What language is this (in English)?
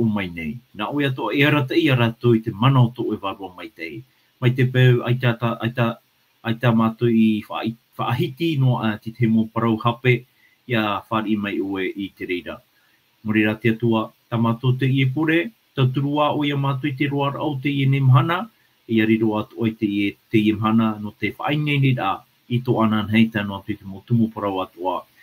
Tahitian